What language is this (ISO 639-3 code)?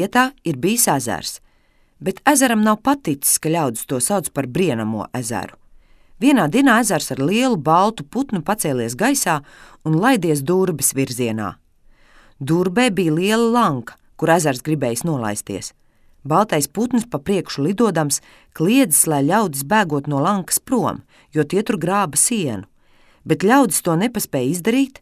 lav